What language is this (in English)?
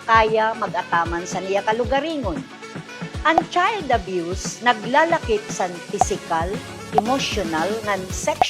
Waray